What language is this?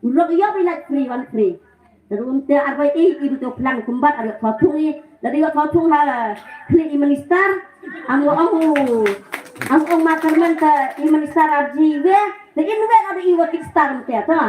Khasi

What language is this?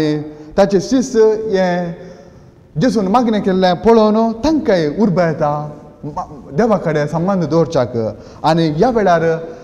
Konkani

